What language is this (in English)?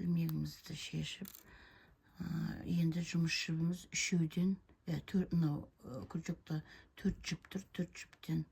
Kazakh